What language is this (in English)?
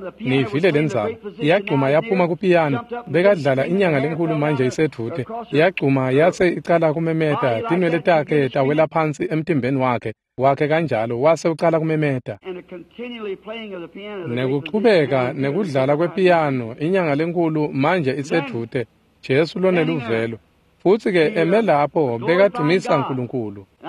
Swati